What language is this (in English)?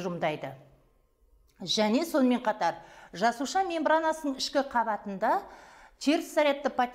Kazakh